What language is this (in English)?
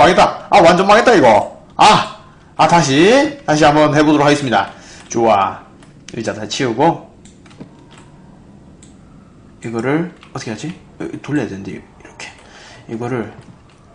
Korean